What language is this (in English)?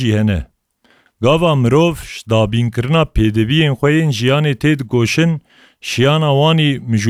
Kurdish